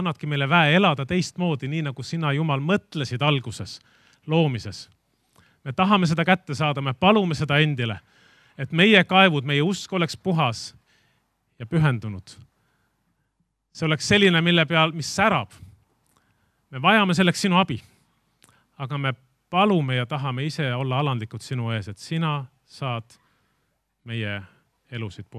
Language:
Estonian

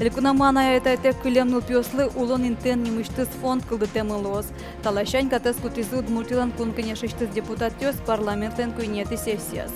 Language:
Udmurt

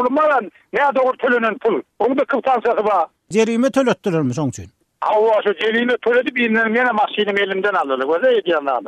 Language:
Turkmen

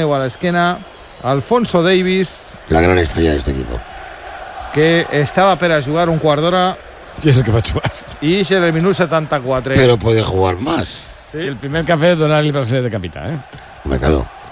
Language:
Catalan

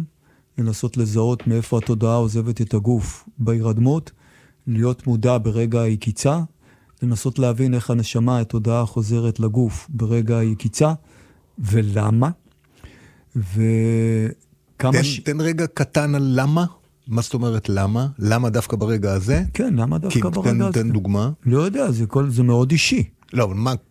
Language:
Hebrew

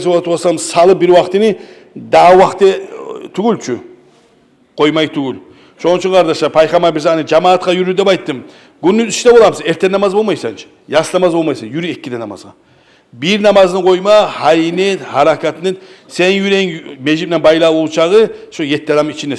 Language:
Kumyk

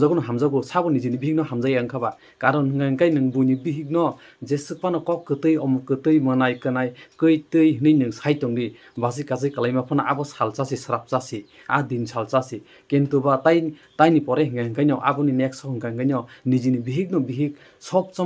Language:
Kok Borok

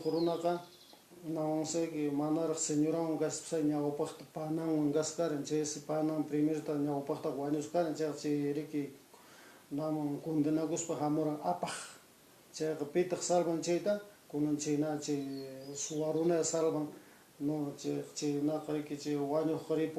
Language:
Quechua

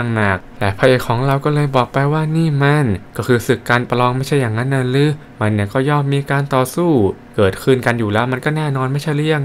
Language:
Thai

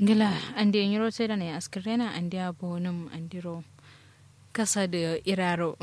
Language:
Kanuri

